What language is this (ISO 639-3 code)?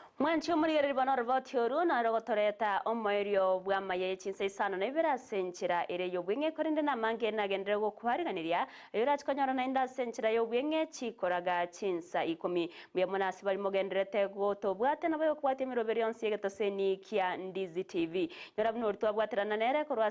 guz